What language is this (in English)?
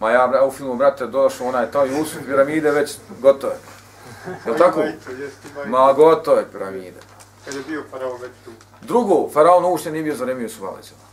Bosnian